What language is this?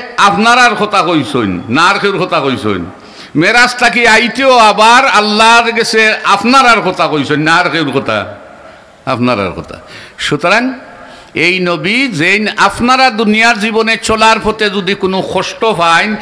Sylheti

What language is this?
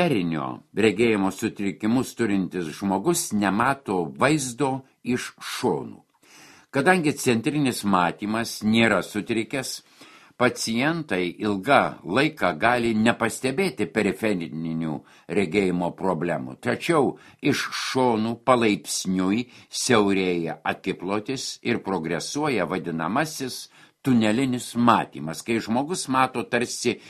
Lithuanian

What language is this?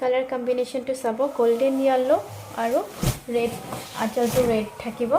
Assamese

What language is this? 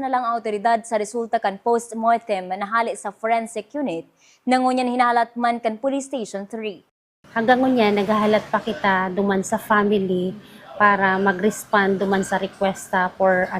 Bikol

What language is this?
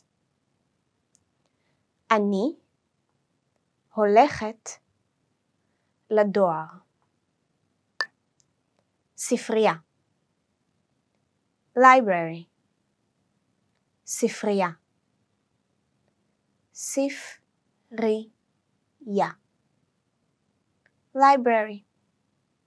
Hebrew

